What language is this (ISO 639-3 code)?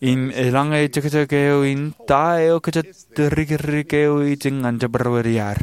mah